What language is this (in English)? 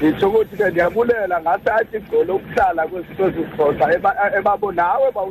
Xhosa